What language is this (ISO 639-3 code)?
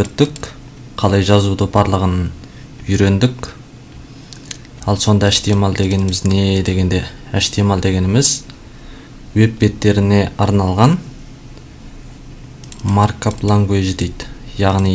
kaz